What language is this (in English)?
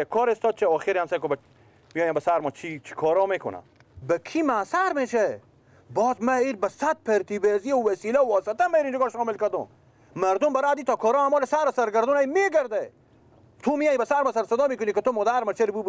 Persian